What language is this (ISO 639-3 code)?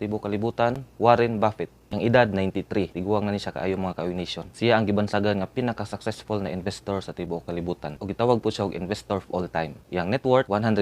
ceb